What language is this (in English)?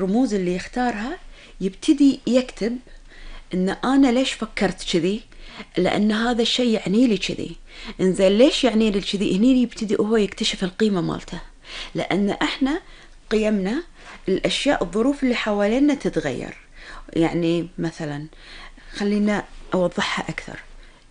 Gulf Arabic